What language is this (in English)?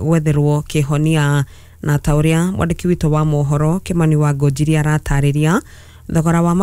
Kikuyu